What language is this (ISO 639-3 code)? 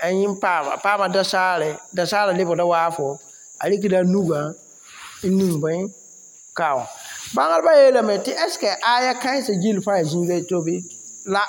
mos